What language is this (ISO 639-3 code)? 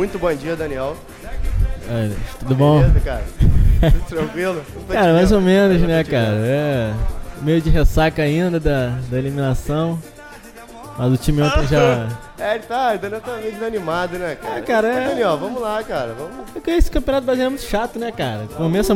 por